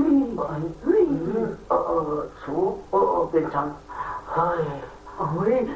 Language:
Shan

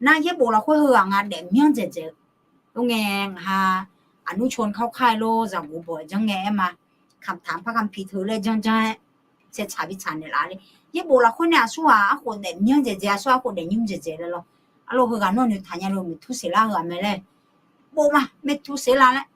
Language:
Akha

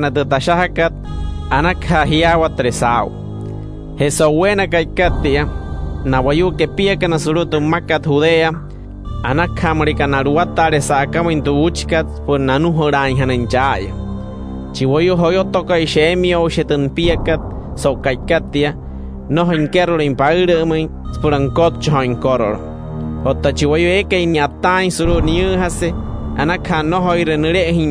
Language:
Wayuu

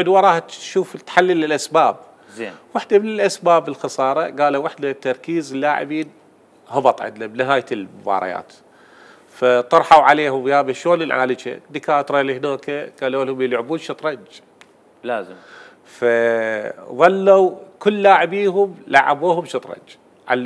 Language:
Mesopotamian Arabic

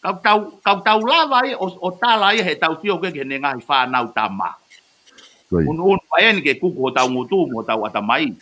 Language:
Tongan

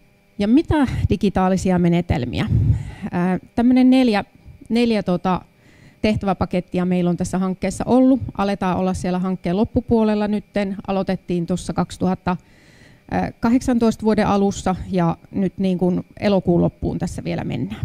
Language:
Finnish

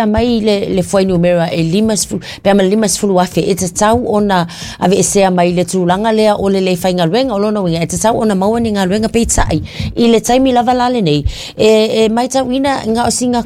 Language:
Samoan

